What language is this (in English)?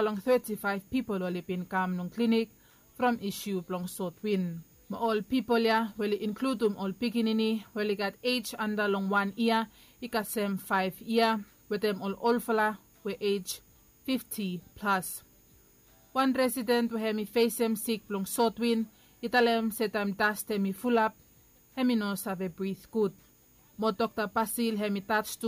Bislama